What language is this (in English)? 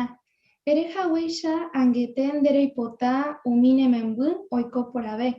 Guarani